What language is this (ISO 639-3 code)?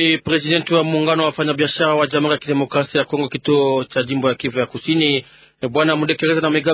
swa